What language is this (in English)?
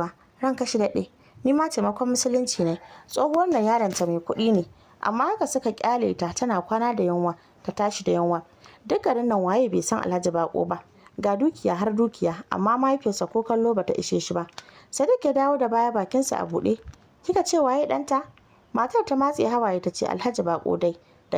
Hausa